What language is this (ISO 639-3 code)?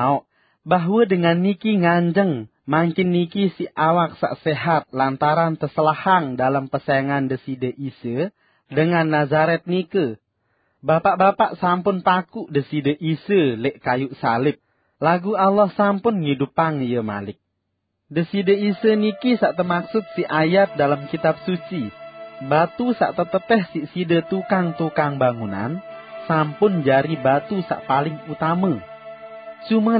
sas